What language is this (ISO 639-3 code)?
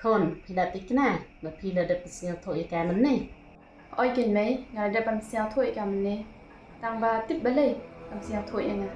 kha